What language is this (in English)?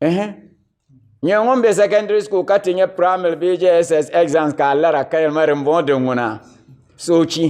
Dagbani